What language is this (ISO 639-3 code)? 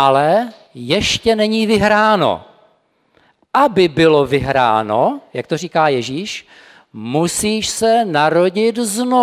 ces